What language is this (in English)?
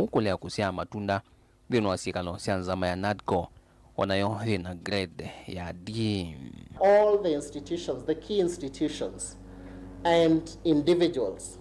Kamba